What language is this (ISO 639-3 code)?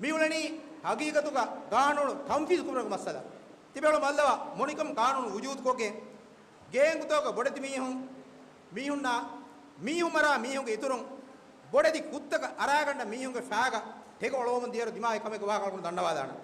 div